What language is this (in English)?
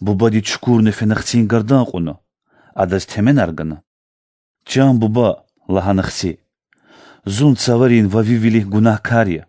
Lezghian